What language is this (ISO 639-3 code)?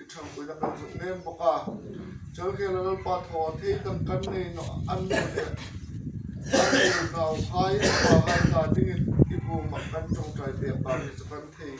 hmr